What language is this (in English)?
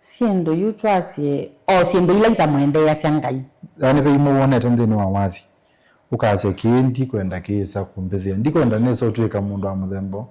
Kamba